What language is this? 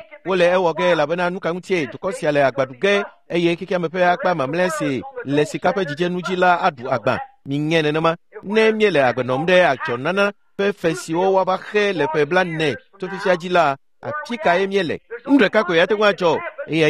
Ewe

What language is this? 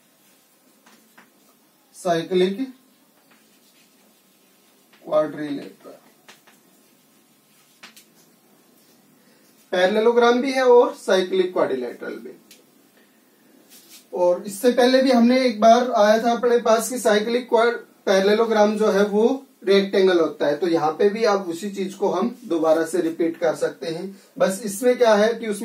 Hindi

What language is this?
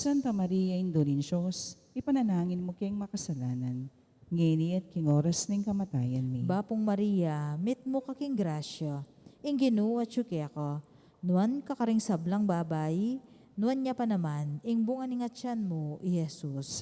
Pampanga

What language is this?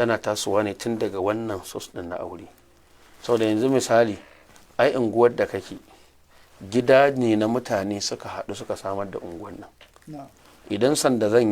Hausa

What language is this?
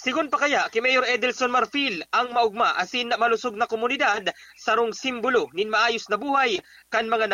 Bikol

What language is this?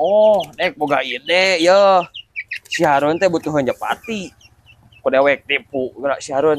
Sundanese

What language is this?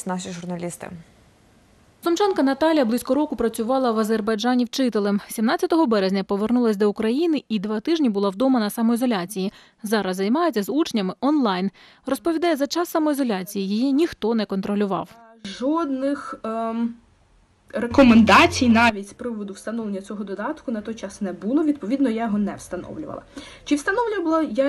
Ukrainian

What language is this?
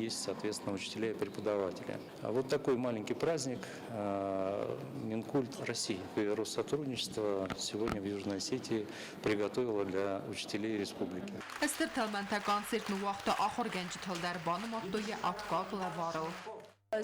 Ossetic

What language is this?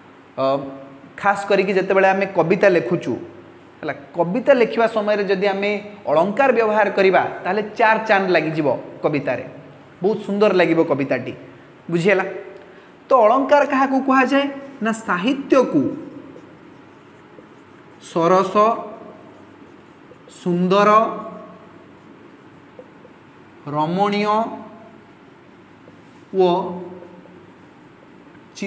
Odia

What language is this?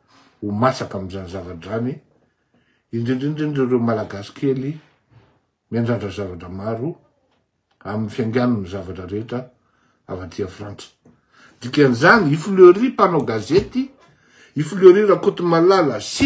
Malagasy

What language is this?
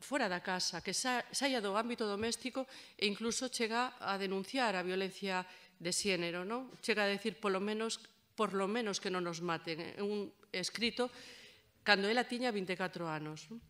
Galician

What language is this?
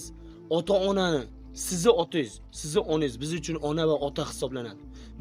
Uzbek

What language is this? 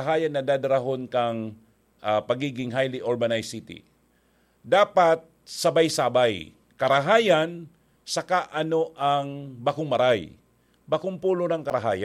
Bikol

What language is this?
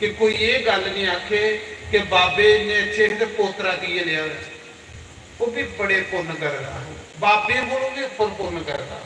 Dogri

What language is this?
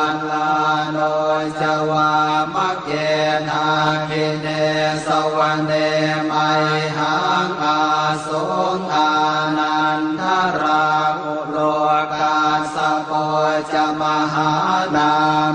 Pali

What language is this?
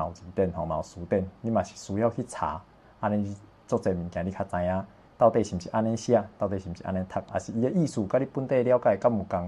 Min Nan Chinese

